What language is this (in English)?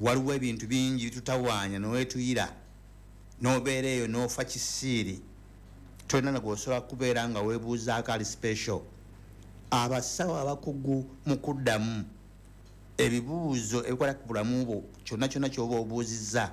Ganda